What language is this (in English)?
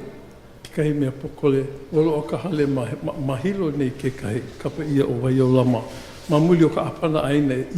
Hawaiian